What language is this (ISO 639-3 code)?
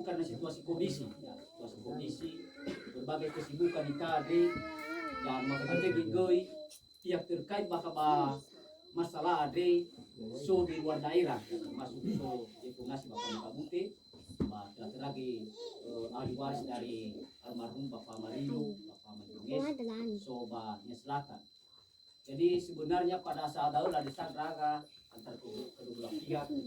nia